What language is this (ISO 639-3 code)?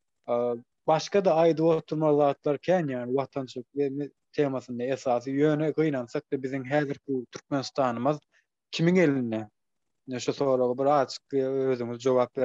tuk